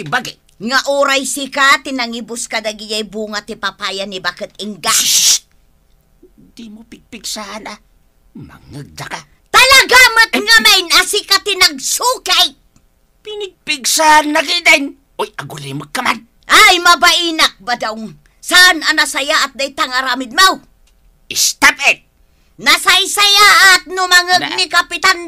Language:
Iloko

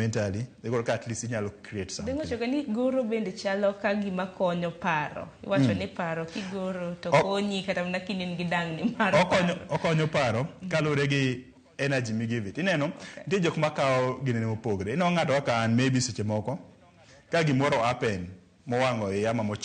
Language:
Luo (Kenya and Tanzania)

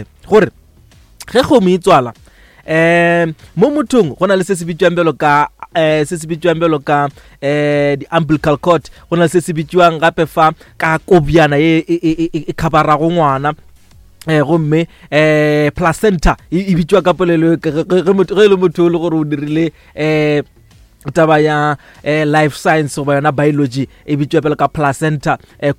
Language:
Northern Sotho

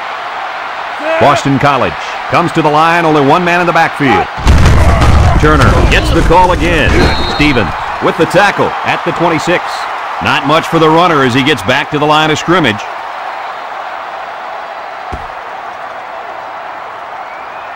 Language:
English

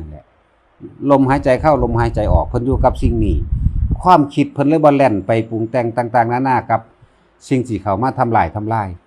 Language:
Northeastern Thai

